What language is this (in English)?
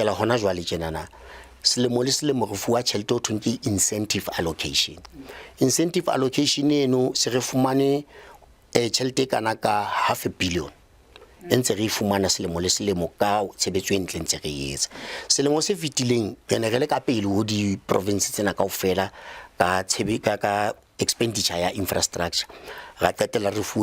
Southern Sotho